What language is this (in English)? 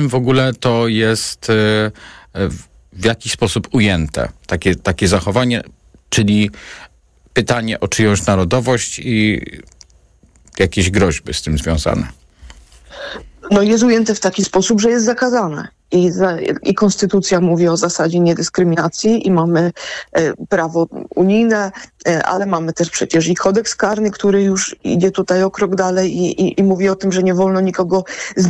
Polish